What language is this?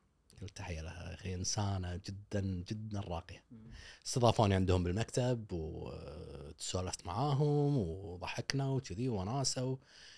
Gulf Arabic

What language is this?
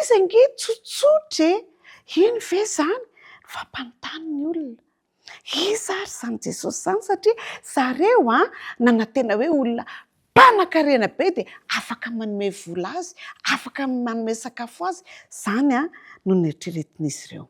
Malagasy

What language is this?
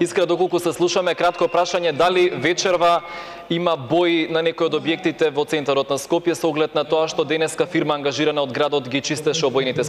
Macedonian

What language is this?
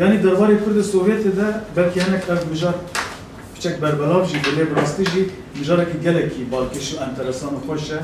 Kurdish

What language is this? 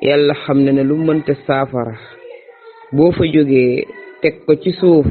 Wolof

